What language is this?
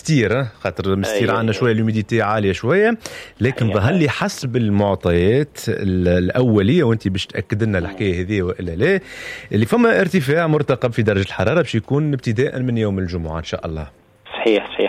Tunisian Arabic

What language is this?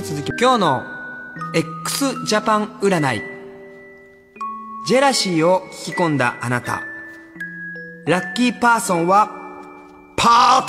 Japanese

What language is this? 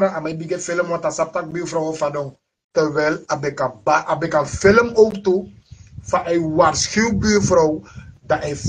Sranan Tongo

